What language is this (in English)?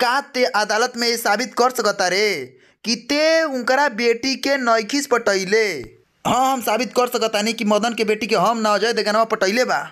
Bhojpuri